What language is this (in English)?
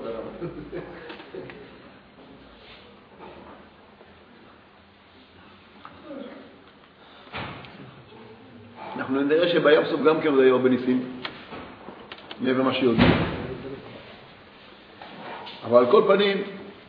Hebrew